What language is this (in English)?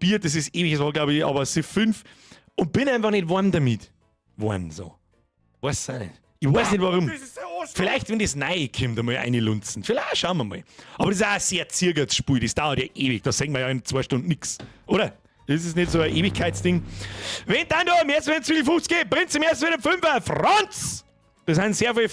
Bavarian